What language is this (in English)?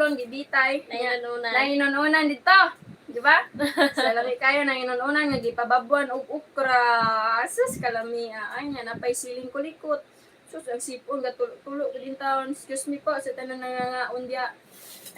Cebuano